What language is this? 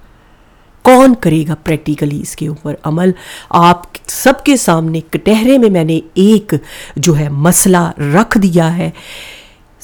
Urdu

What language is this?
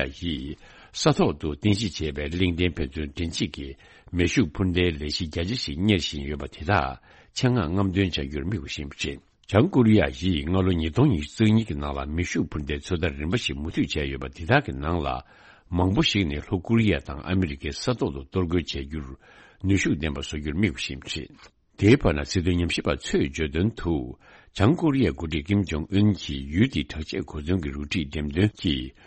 Tibetan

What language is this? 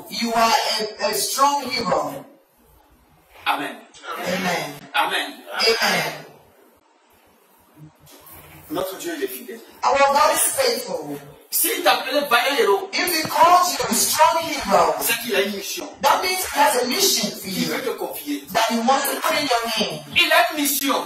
French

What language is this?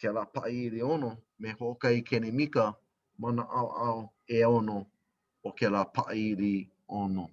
Hawaiian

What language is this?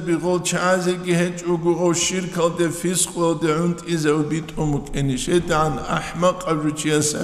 Avaric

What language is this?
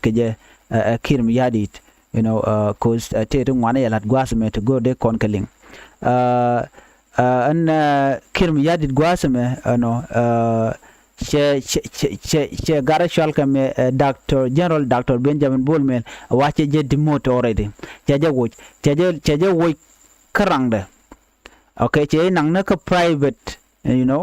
Nuer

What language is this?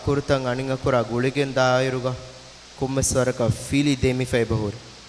Divehi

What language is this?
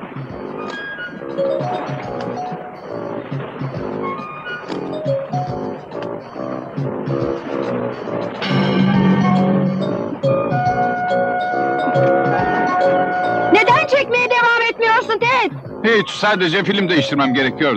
Turkish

